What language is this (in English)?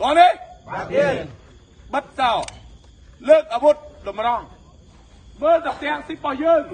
Khmer